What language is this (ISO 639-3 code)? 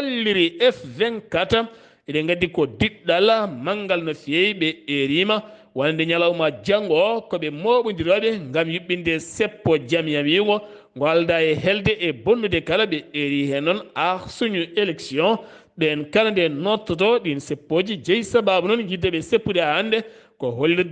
ful